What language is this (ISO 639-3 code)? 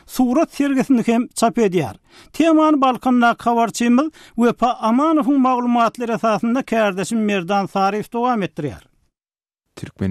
tuk